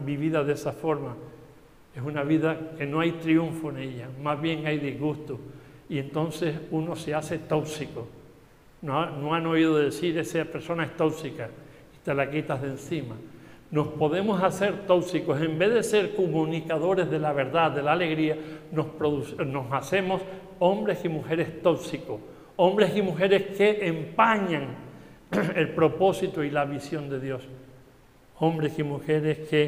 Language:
Spanish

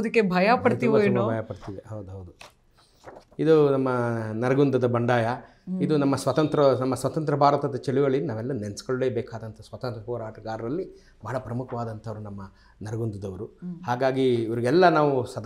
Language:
Kannada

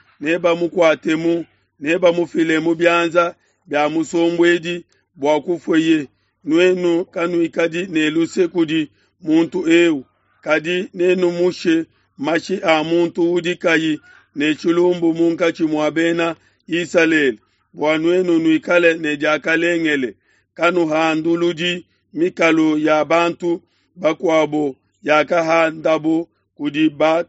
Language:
Luba-Lulua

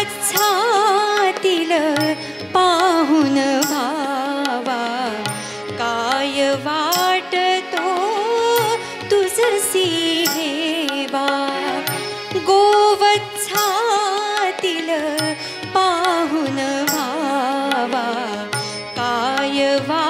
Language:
Marathi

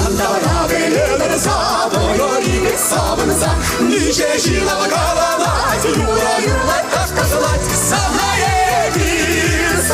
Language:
Chuvash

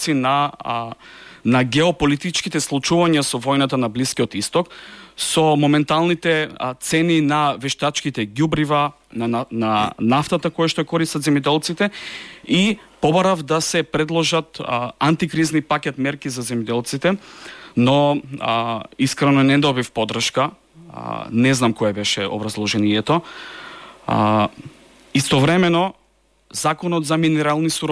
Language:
Macedonian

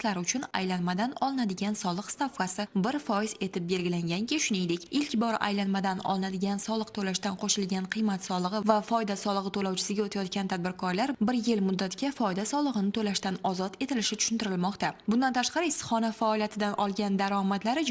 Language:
Uzbek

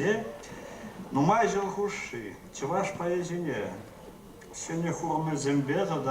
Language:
Chuvash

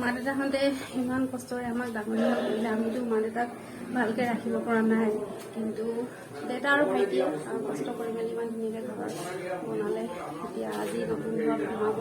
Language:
Assamese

